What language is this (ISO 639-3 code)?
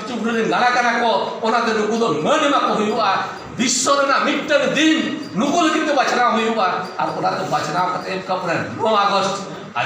sat